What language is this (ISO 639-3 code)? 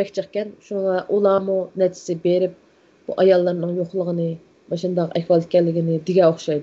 uig